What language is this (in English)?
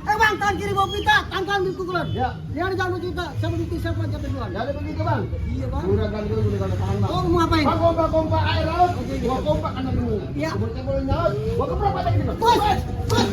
Betawi